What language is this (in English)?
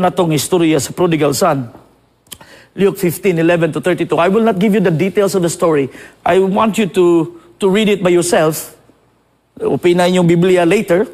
Cebuano